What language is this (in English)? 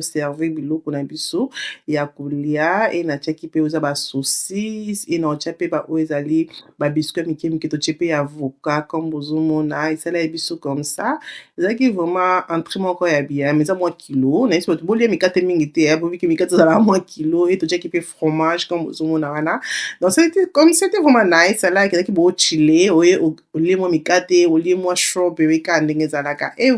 Lingala